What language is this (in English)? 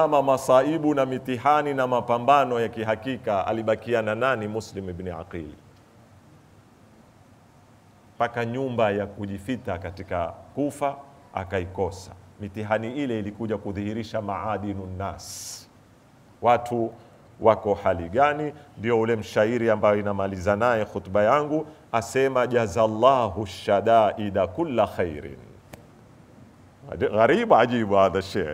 Swahili